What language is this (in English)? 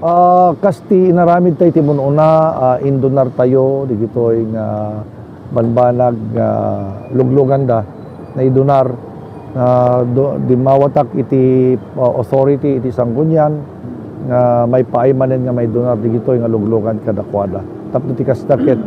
Iloko